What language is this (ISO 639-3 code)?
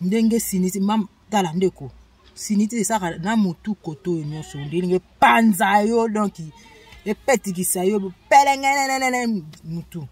lin